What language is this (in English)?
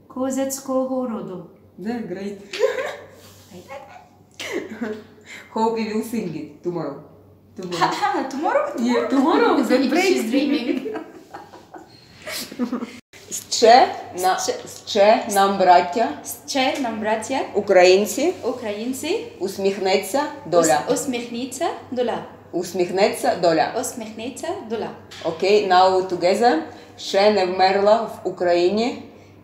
Ukrainian